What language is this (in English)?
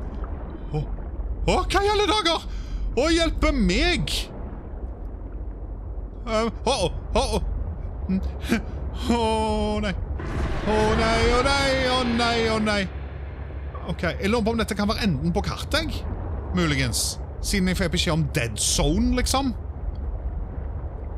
Norwegian